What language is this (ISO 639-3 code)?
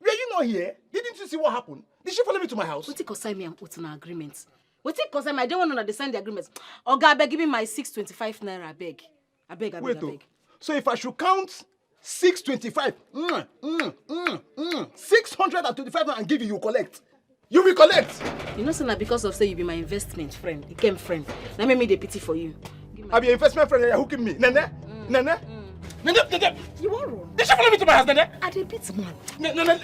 pcm